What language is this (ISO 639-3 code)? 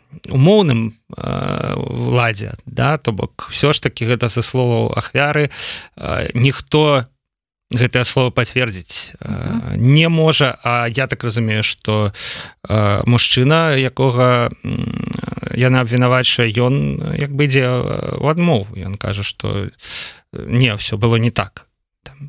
bel